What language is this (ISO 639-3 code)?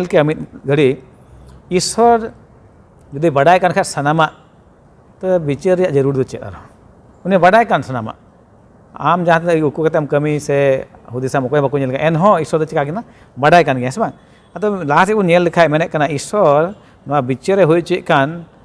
sat